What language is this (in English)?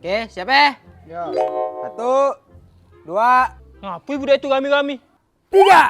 Musi